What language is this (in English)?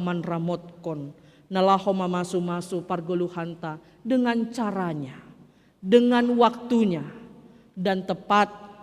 Batak Simalungun